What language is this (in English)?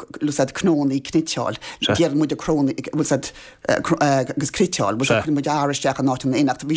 Irish